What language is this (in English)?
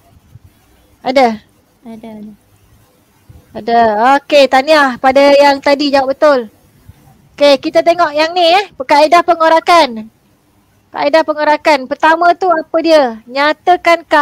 Malay